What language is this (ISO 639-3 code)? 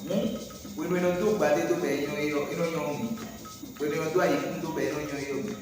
fon